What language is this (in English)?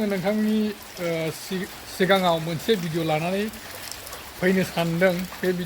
Bodo